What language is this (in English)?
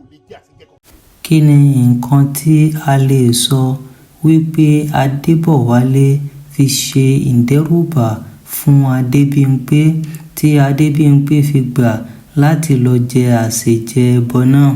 Yoruba